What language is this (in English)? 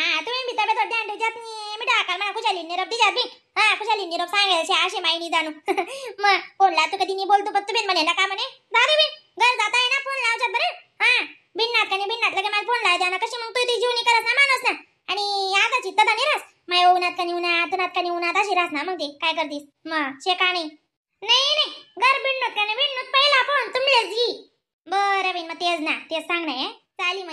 Khandesi